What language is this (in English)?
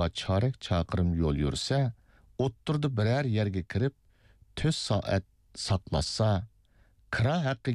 Uyghur